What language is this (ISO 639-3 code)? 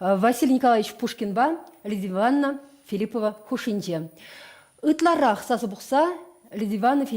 chv